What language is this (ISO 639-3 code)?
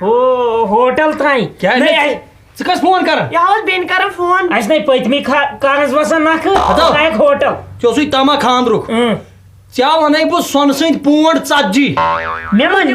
kas